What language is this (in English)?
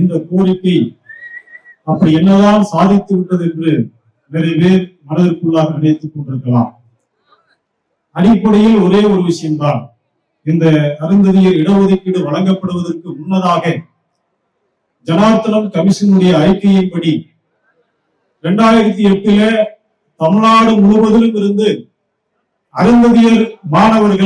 Tamil